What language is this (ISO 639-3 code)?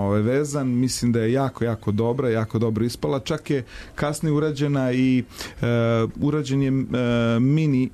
srp